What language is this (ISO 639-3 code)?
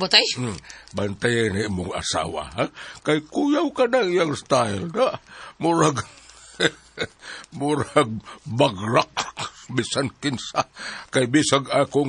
ceb